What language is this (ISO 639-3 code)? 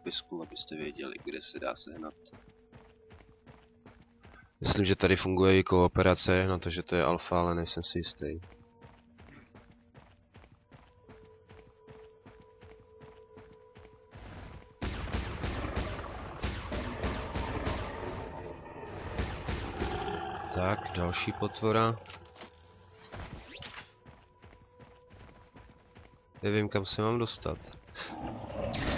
ces